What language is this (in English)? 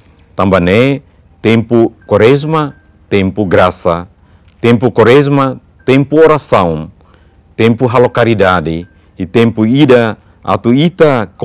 Tetum